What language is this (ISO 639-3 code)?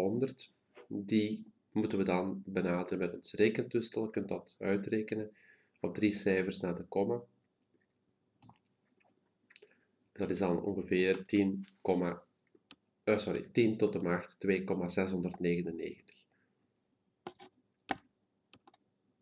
nld